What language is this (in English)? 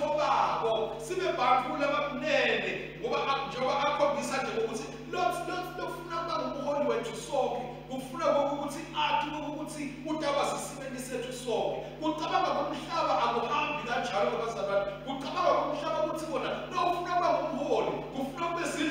Swati